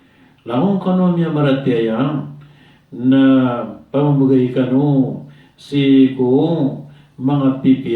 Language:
Maranao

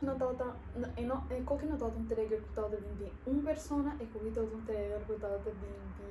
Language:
Papiamento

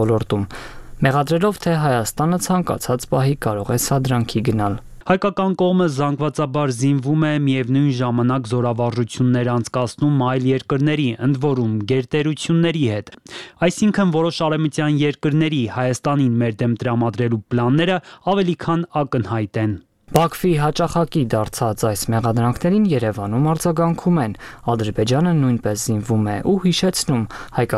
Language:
Armenian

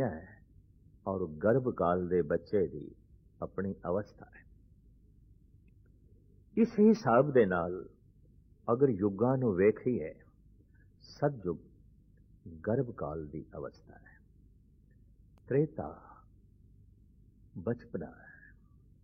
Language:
Punjabi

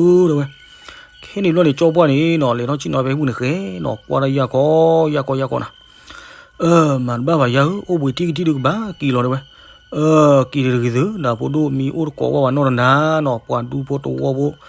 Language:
S'gaw Karen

